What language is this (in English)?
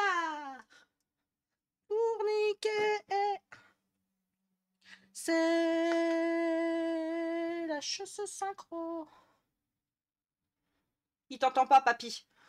French